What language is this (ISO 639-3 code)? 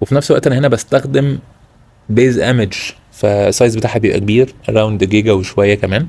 arz